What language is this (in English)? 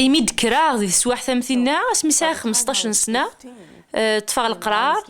Kabyle